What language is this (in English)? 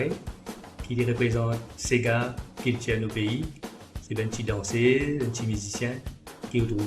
Morisyen